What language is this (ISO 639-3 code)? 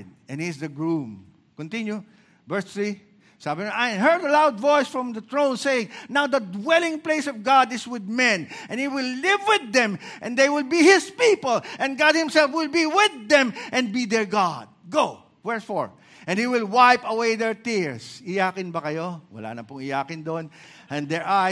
fil